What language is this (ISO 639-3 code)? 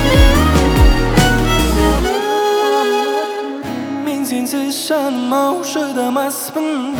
kaz